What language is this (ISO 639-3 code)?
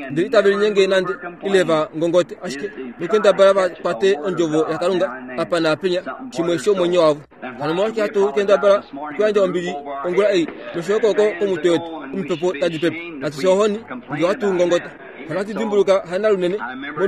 kua